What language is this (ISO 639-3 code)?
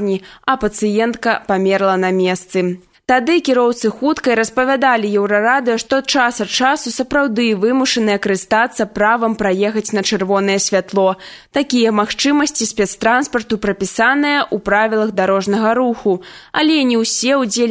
bel